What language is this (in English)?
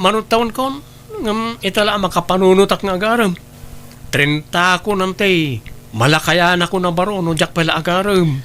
Iloko